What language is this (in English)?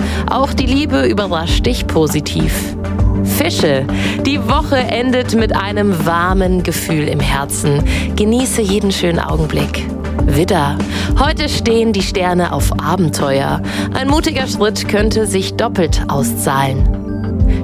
German